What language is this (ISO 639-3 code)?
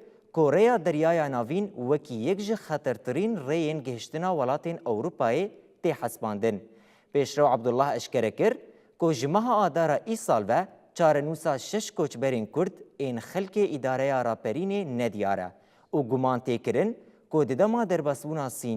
kur